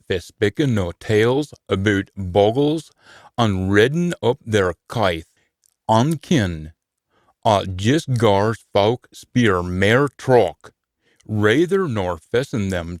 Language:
Scots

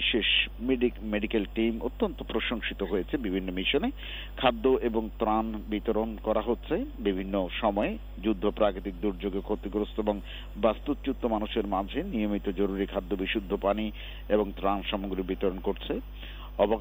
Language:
Bangla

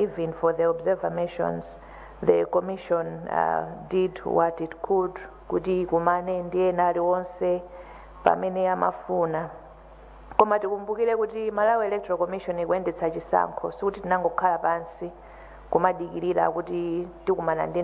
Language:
Nyanja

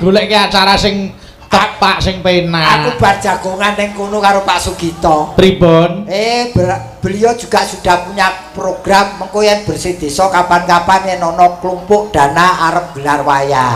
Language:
Javanese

